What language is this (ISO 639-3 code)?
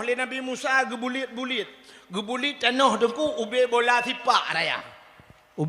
ace